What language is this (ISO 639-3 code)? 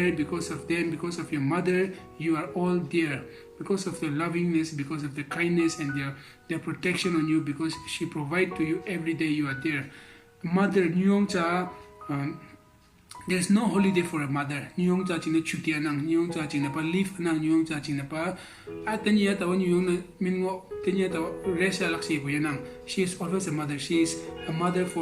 nbe